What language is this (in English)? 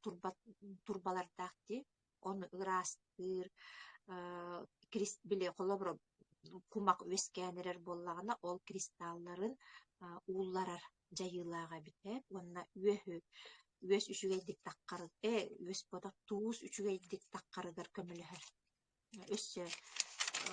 Yakut